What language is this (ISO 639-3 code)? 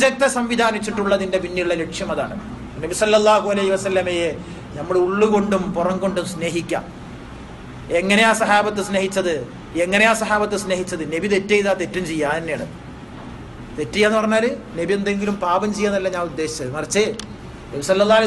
mal